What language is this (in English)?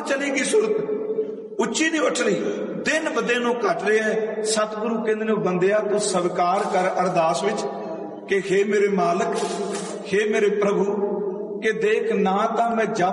Punjabi